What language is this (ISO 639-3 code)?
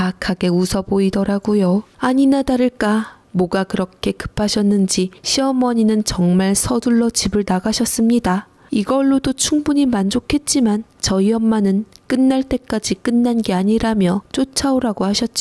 kor